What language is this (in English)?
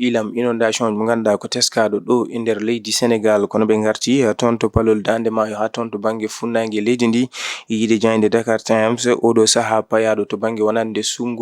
Fula